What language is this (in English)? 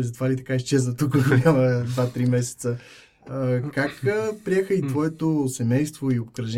Bulgarian